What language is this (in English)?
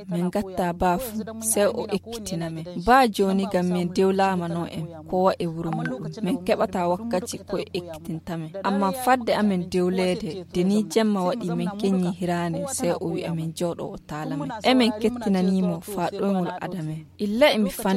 Fula